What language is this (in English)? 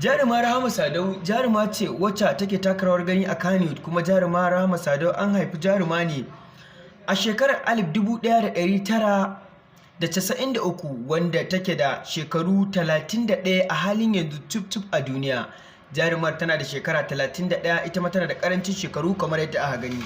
Hausa